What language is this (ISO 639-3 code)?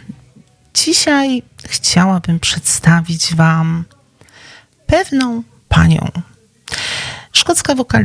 pol